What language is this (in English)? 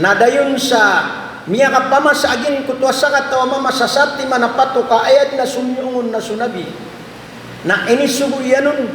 Maranao